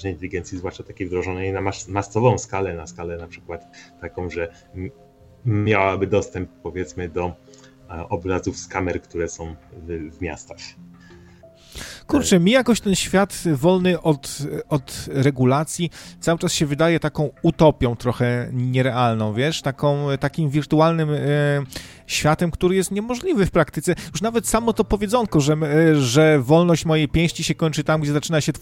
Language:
Polish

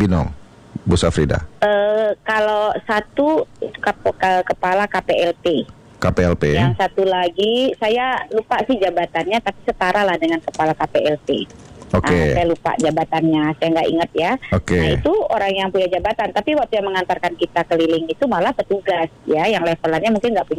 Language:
Indonesian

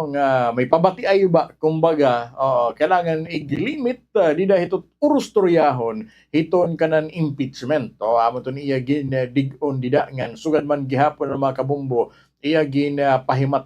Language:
Waray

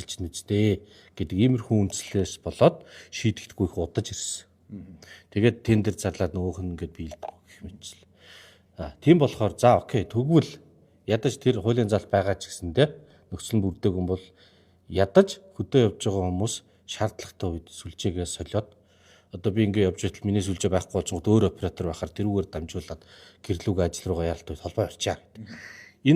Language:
Mongolian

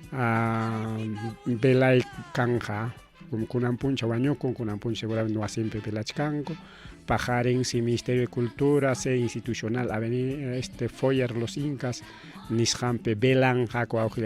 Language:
Ayacucho Quechua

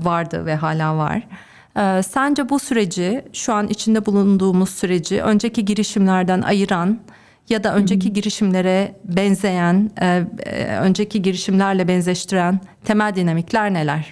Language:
Turkish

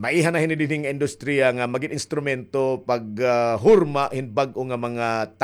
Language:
Waray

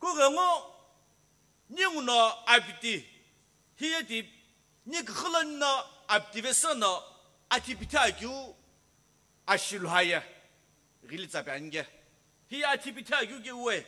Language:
Sumi Naga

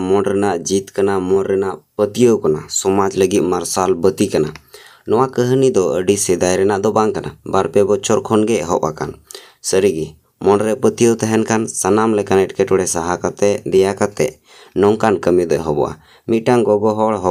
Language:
Santali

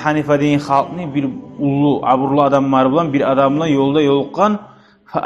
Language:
Kumyk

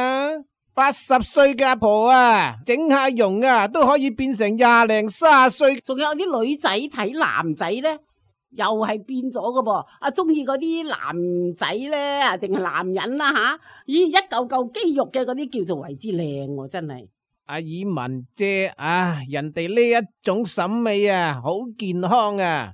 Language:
Cantonese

